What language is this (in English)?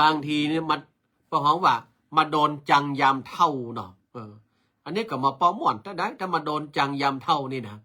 Northern Thai